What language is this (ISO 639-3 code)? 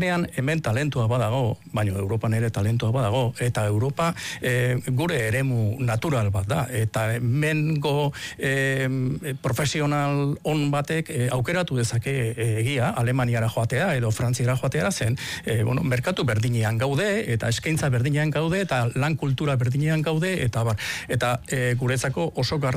eus